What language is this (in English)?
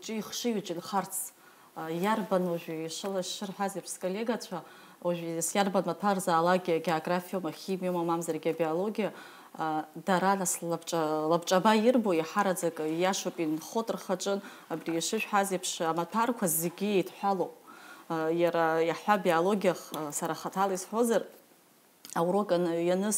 Abkhazian